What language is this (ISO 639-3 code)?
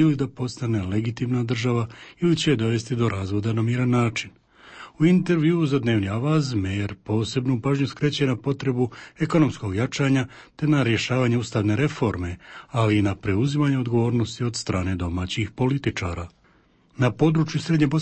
hrv